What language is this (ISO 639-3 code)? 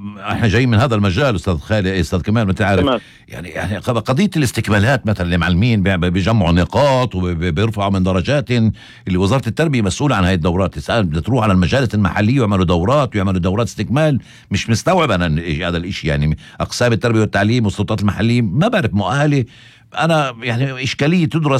apc